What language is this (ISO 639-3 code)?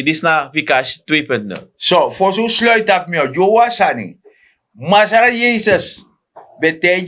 srn